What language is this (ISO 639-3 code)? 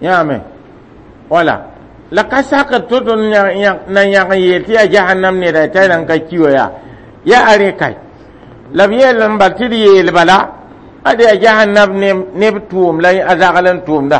mos